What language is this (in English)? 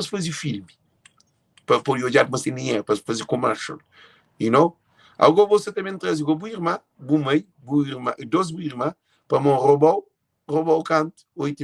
Kabuverdianu